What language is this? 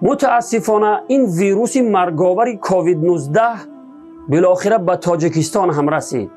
Tajik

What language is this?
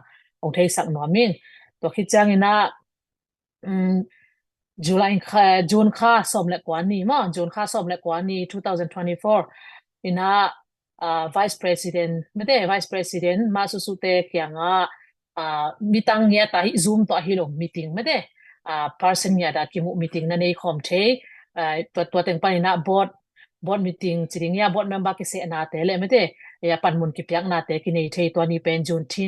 Tedim Chin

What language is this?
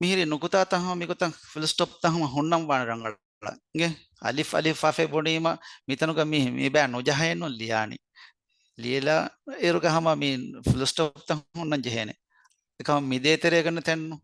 Divehi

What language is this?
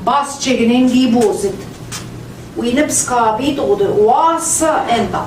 Central Ojibwa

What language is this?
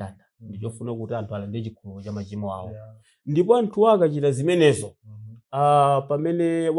Nyanja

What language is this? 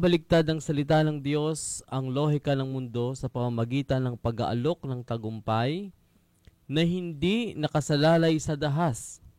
Filipino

